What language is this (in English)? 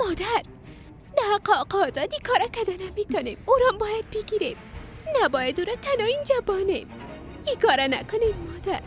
Persian